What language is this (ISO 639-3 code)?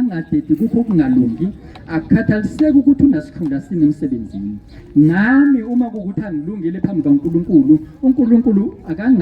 zul